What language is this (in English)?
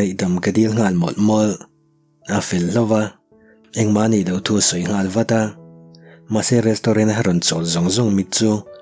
Mizo